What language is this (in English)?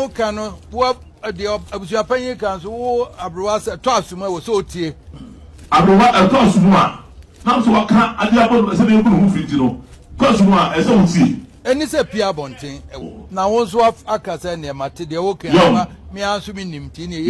Akan